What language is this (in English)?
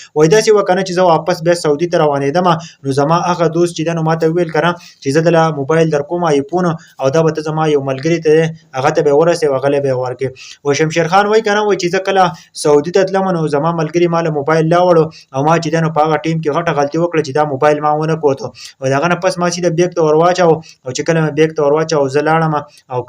Pashto